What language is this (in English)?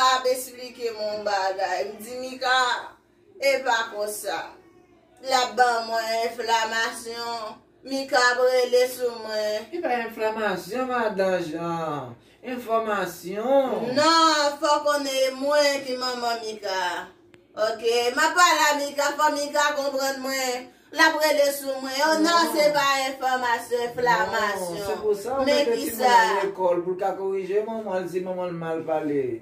Haitian Creole